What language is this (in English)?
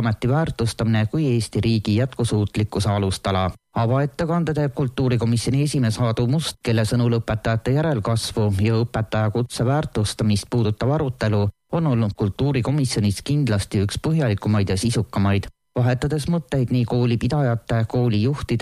Estonian